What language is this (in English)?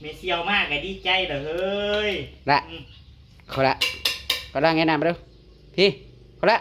Northeastern Thai